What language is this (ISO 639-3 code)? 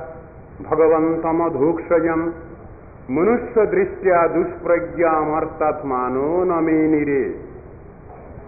ben